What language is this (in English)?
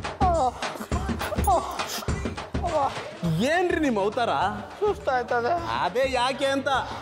Kannada